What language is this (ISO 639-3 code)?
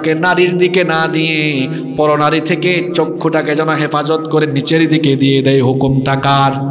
ben